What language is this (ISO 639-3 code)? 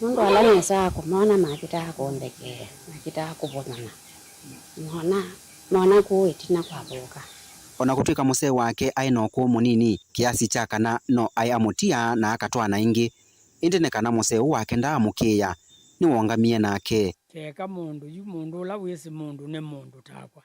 kam